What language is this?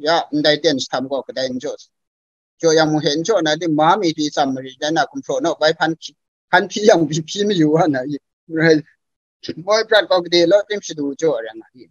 Kachin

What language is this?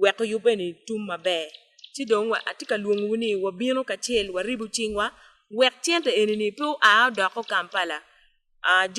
Acoli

